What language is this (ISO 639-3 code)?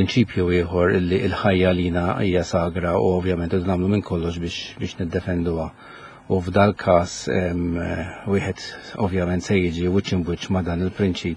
mlt